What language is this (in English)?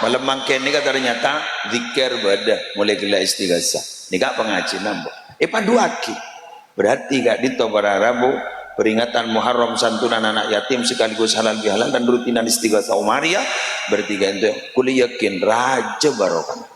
Madurese